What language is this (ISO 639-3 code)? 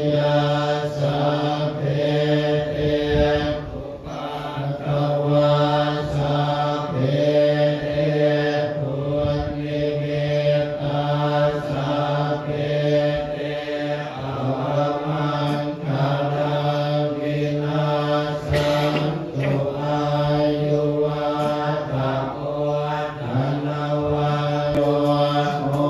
pli